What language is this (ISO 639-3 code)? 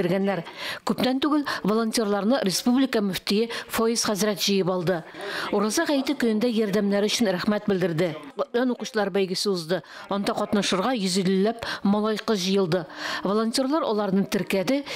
tat